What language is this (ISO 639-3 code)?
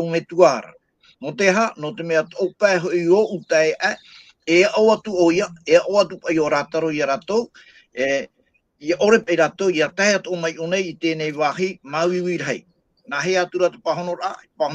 tah